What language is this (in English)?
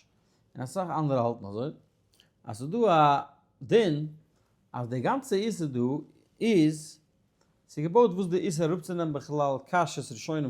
Yiddish